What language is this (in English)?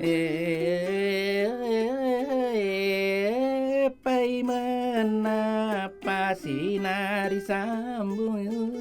Buginese